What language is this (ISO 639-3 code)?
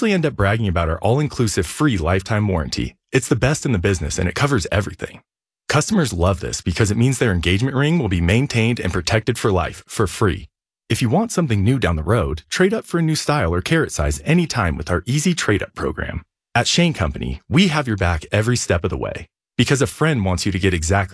eng